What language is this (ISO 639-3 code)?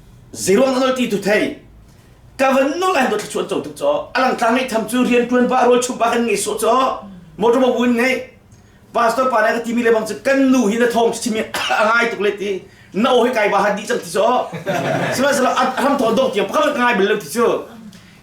cnh